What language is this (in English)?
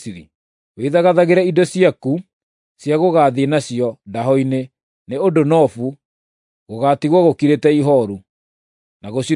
Kikuyu